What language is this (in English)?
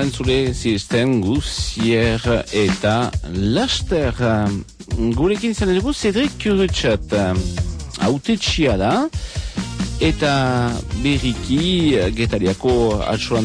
Basque